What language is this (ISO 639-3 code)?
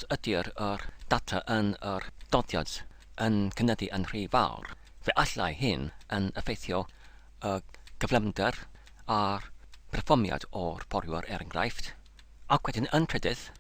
cym